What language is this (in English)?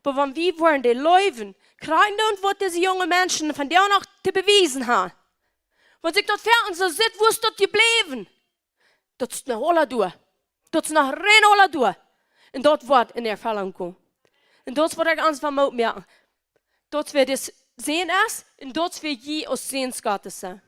Plautdietsch